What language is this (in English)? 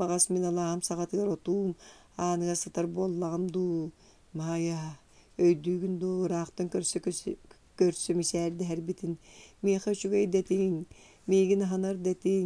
Yakut